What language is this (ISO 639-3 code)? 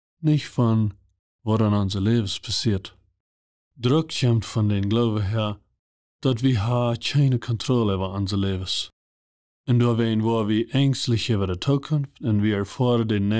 pdt